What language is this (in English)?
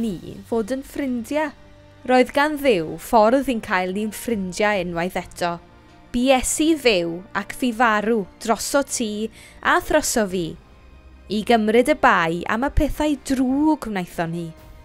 Welsh